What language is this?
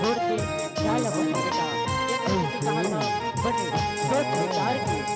Chhattisgarhi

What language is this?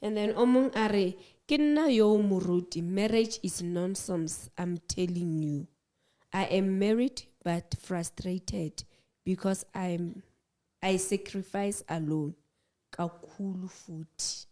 Southern Sotho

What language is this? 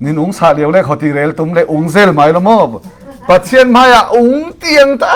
Falam Chin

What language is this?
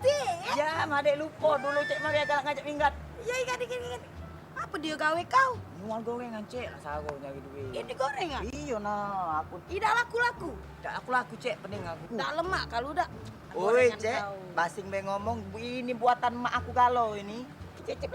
Musi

